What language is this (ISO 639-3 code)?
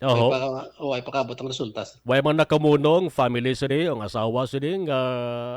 hil